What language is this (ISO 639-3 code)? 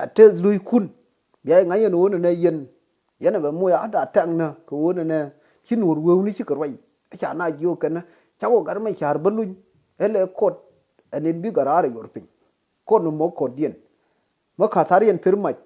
nus